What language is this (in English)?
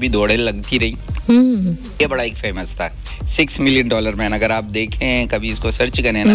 Hindi